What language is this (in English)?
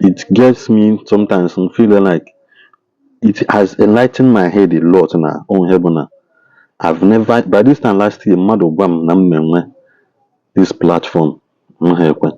Igbo